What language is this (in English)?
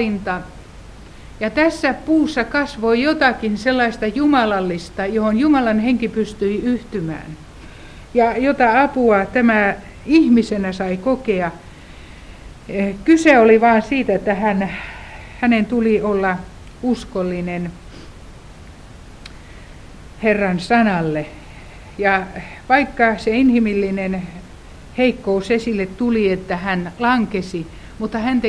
Finnish